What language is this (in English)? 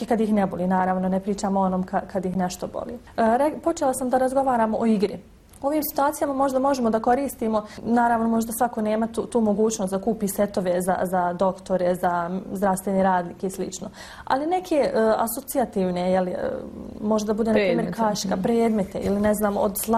Bosnian